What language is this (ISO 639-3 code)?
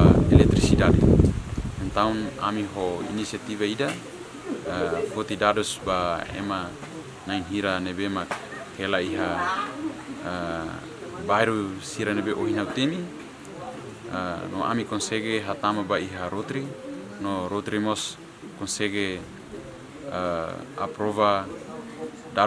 tet